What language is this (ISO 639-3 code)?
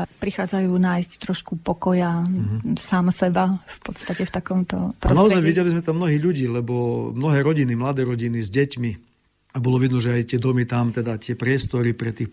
slk